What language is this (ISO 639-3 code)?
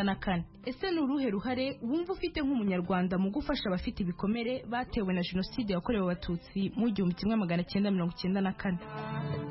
kin